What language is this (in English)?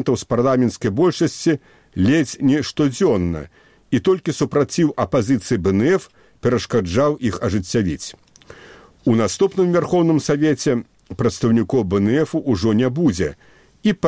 Belarusian